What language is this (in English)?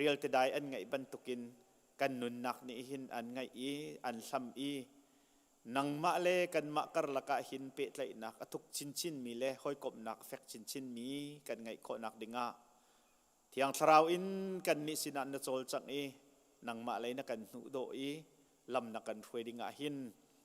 Hakha Chin